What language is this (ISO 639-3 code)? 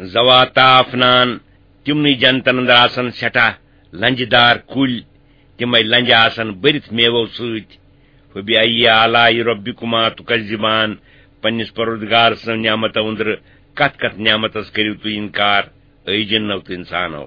kas